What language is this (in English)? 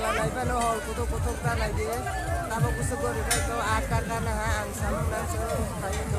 Kok Borok